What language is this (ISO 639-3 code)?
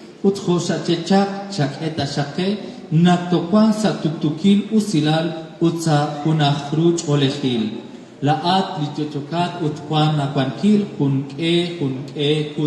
kek